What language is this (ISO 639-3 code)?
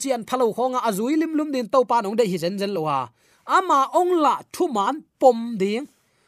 ctd